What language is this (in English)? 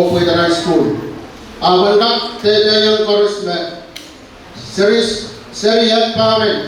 Pohnpeian